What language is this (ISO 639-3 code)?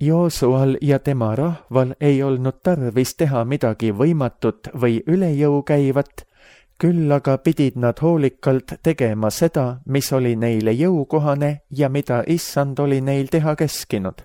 est